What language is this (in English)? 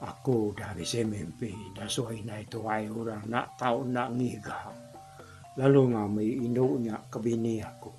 Iban